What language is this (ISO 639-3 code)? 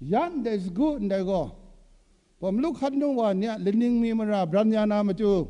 kac